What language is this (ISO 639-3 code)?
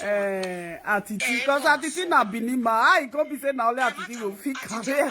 pcm